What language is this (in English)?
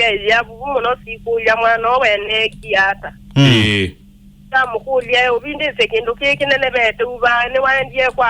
Kamba